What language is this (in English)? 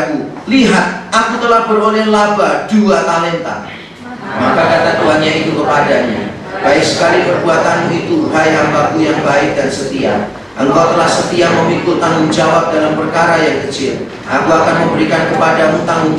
Indonesian